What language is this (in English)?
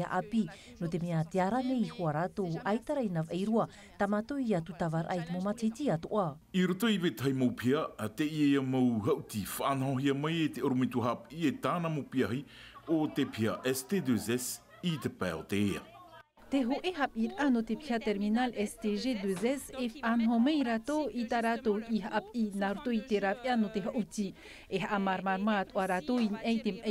Tahitian